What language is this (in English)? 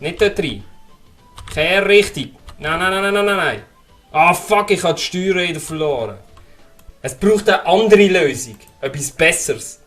Swiss German